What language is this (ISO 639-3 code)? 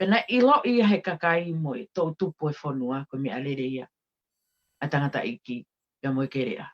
ton